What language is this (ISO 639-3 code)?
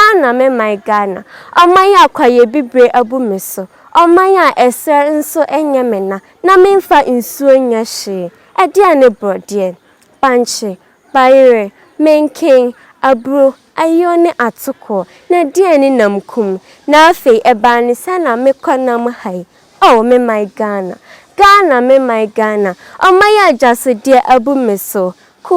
aka